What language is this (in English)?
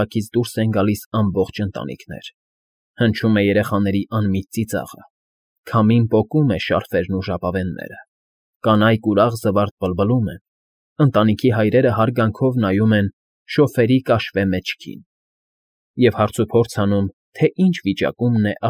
Armenian